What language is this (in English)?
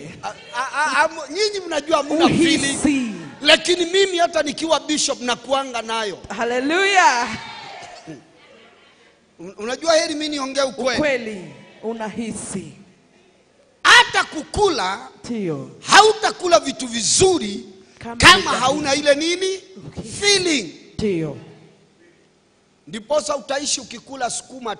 Swahili